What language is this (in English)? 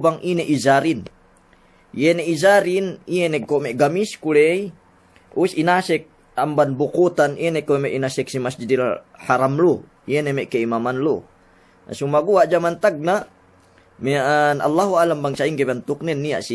Yakan